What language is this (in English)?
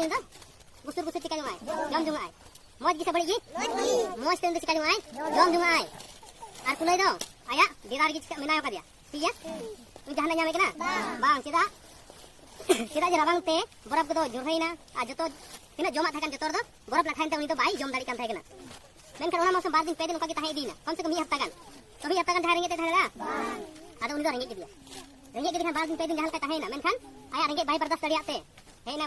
Santali